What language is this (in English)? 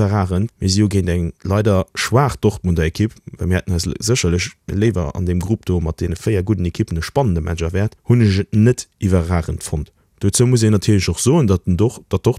Luxembourgish